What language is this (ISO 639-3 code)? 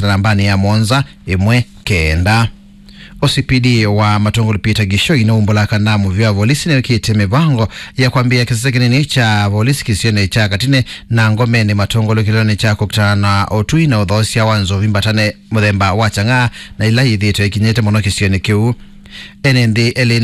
kam